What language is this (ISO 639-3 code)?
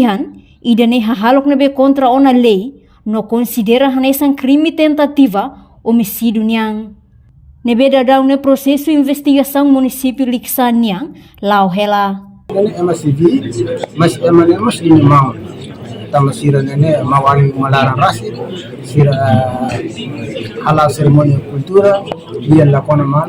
tet